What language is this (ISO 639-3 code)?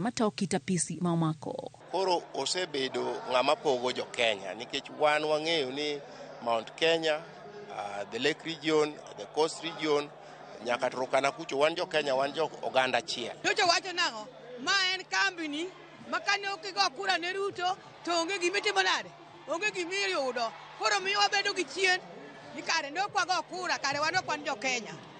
luo